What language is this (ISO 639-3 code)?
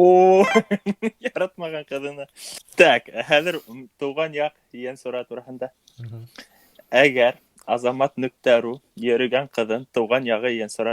bak